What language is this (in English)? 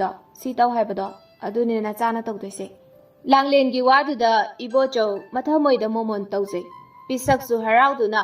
Manipuri